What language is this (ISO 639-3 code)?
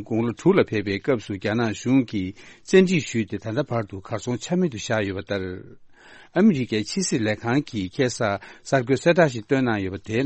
bod